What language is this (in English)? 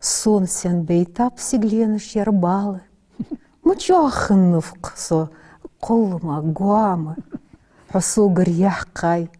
Ingush